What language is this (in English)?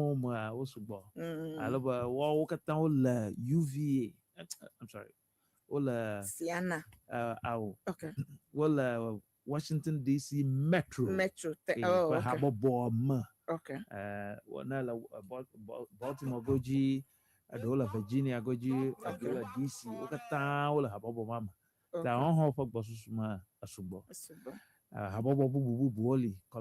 Ewe